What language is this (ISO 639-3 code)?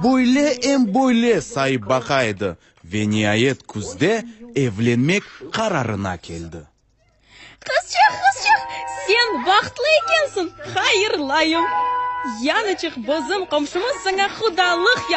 crh